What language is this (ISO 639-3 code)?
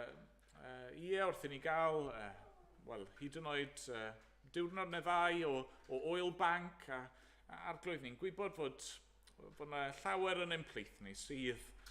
cym